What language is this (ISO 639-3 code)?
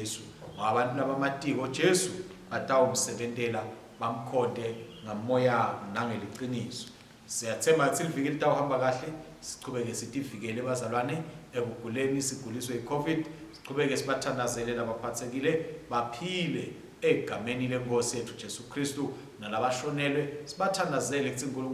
ssw